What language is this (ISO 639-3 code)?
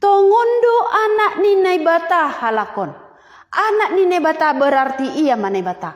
bts